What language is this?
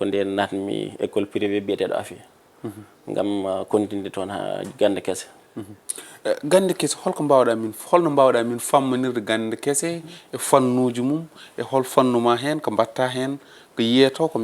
Fula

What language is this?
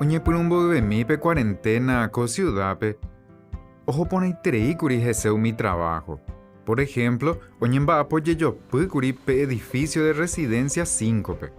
Guarani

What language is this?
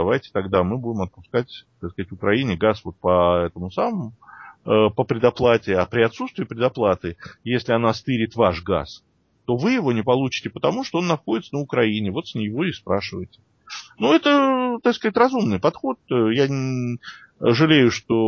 Russian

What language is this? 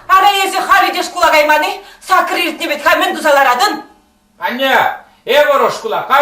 Chuvash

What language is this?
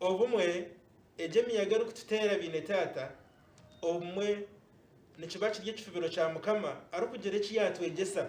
Nyankole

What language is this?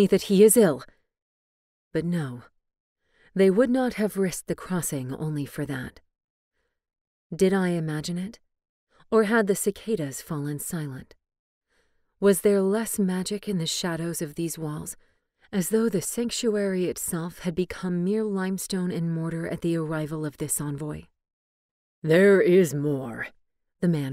English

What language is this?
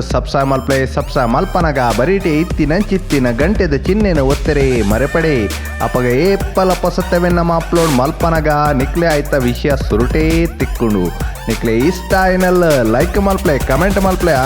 Tulu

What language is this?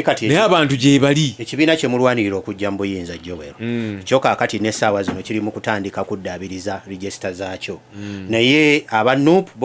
Ganda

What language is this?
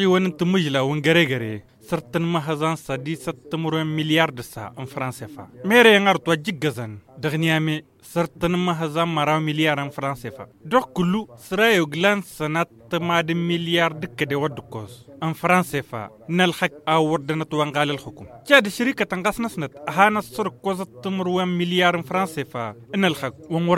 Tamasheq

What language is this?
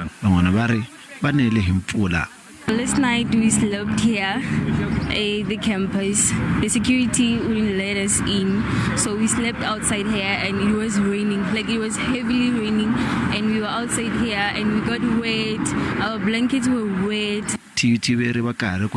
Tsonga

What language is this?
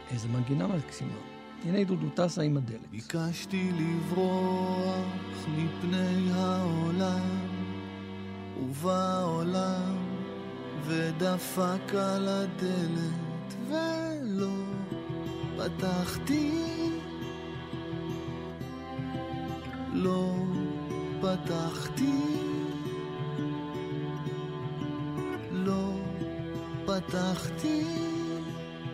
Hebrew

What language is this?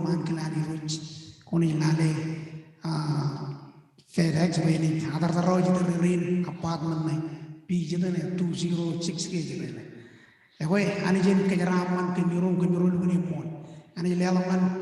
Marshallese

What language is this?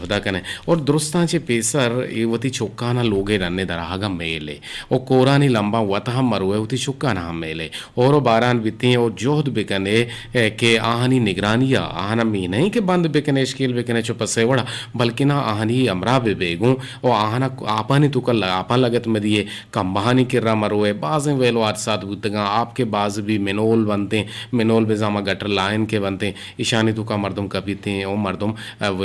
Eastern Balochi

